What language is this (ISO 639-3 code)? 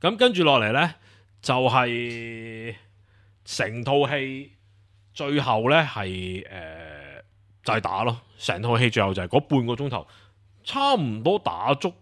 yue